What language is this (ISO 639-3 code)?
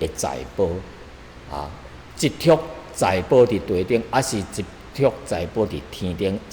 nan